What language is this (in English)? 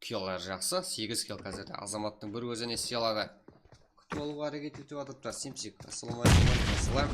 Kara-Kalpak